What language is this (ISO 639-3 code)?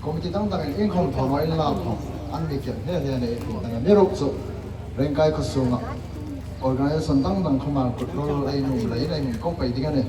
hmr